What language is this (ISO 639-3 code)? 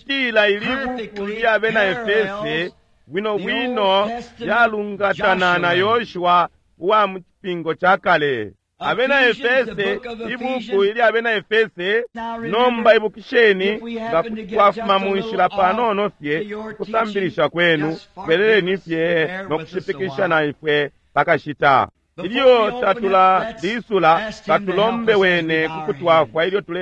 bem